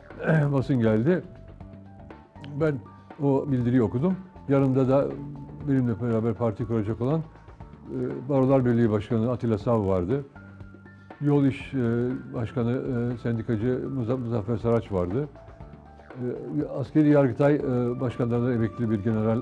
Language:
Turkish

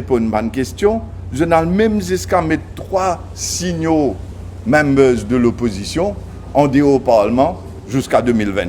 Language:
Morisyen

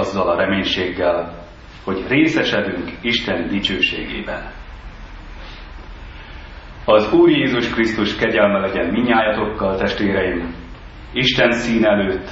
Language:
Hungarian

